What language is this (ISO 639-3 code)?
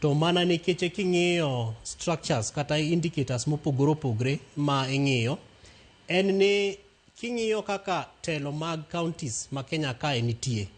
luo